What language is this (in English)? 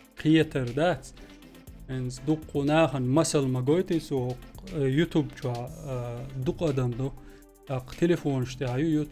Chechen